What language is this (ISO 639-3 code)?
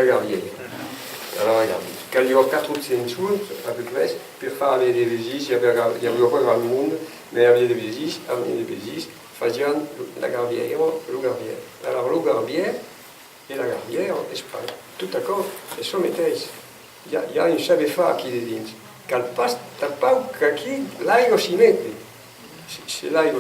oci